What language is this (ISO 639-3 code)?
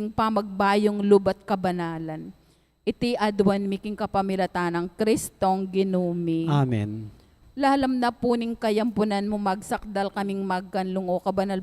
pam